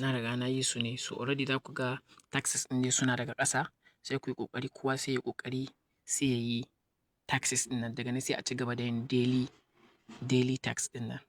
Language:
Hausa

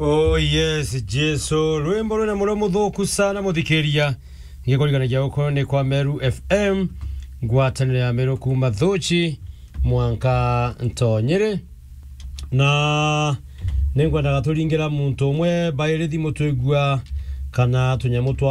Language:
Meru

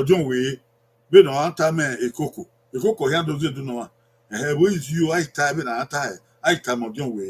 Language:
Bini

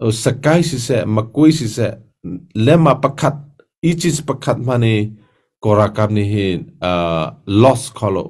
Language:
Hakha Chin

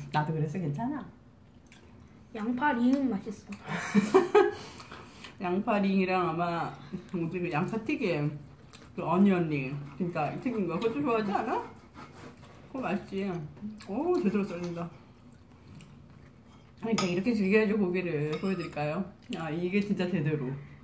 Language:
Korean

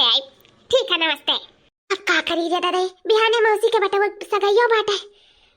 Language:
Awadhi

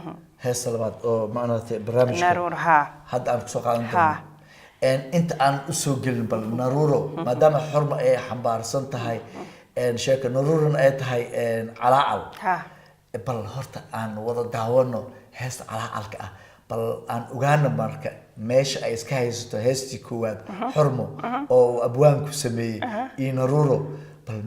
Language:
Somali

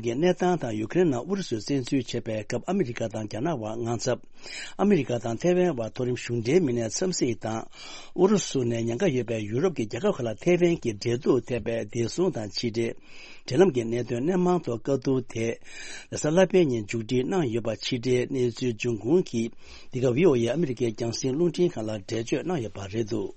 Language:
Tibetan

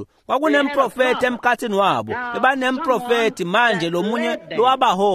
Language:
Swati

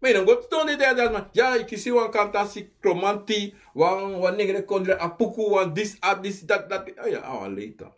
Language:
Sranan Tongo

